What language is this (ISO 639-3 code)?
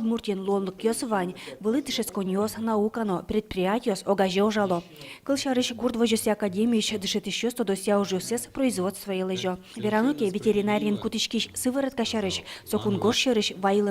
udm